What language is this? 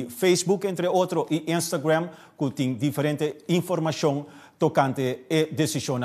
Papiamento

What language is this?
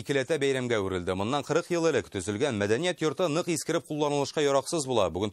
Tatar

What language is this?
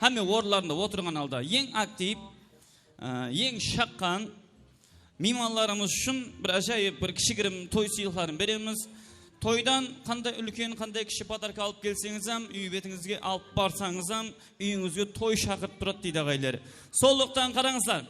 Kara-Kalpak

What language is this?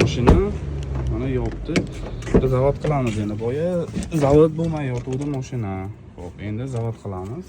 Uzbek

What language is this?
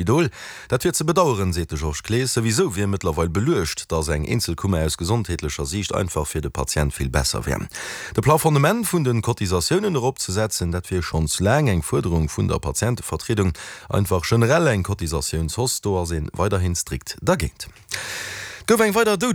Luxembourgish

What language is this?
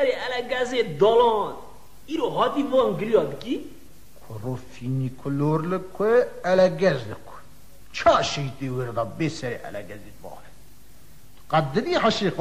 Kurdish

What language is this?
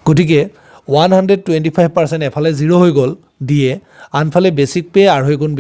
Assamese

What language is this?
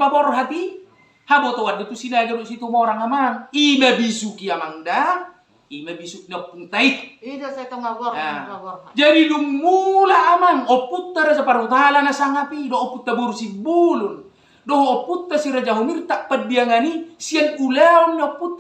Batak Toba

